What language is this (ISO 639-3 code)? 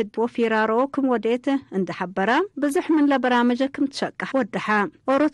tig